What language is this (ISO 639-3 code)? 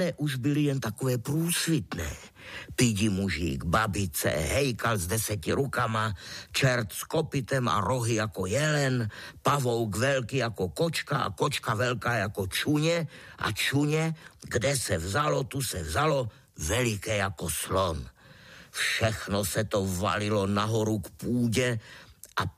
ces